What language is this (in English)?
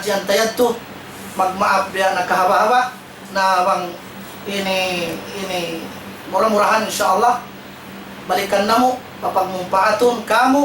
Tausug